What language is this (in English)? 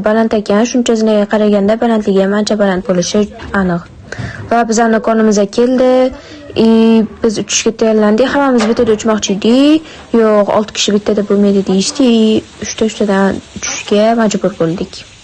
Uzbek